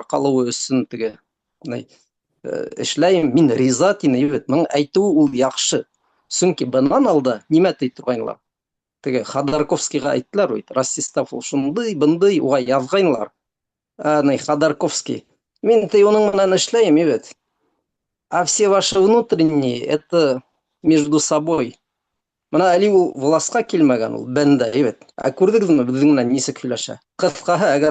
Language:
Bashkir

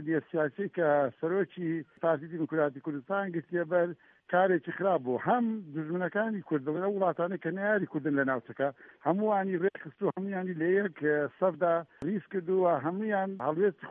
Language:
Central Kurdish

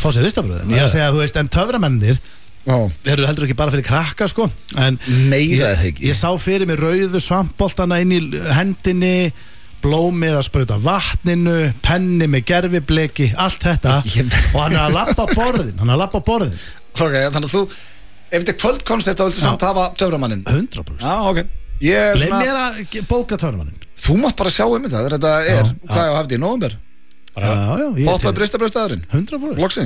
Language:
Icelandic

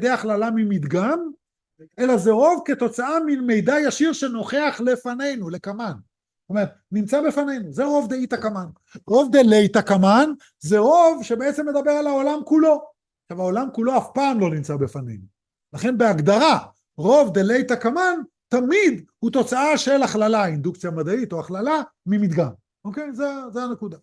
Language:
Hebrew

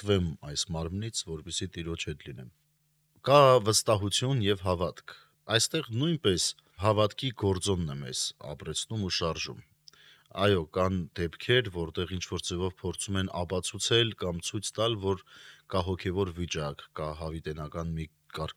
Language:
Armenian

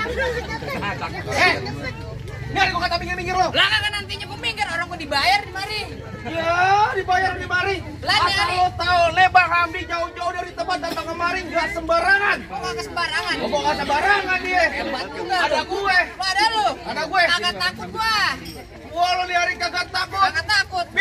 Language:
Betawi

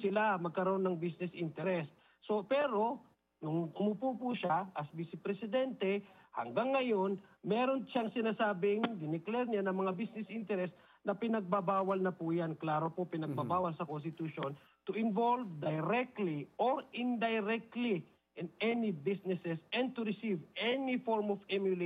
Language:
Filipino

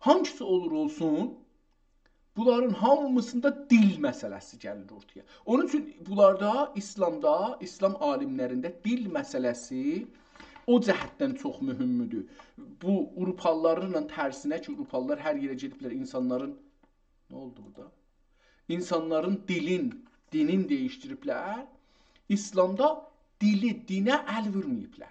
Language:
South Azerbaijani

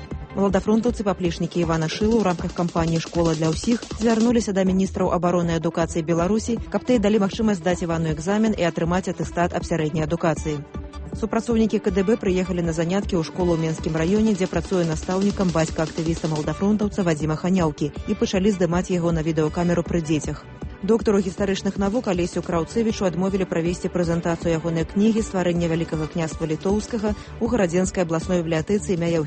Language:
Belarusian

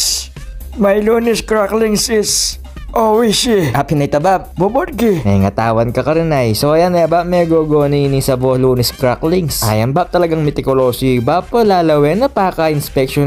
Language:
Pampanga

